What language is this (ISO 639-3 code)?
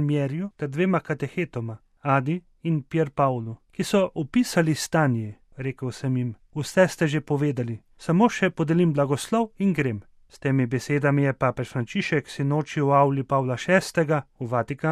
slv